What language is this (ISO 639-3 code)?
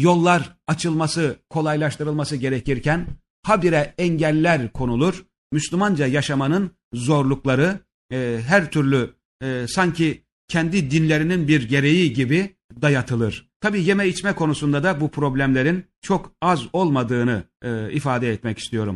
tur